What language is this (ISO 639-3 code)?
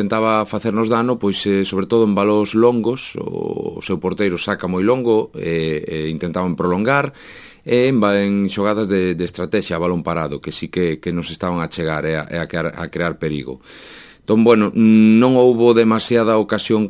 glg